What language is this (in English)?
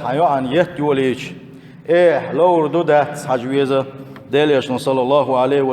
Chechen